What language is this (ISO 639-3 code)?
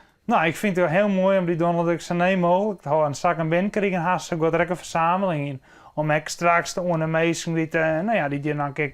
fry